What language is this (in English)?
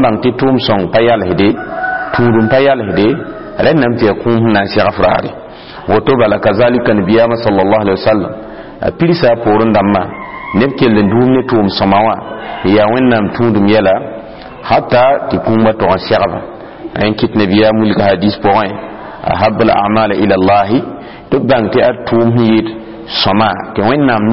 Mossi